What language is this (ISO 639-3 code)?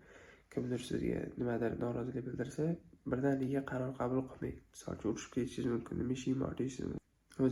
uzb